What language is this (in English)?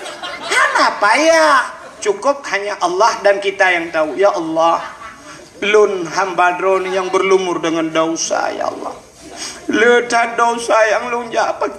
Achinese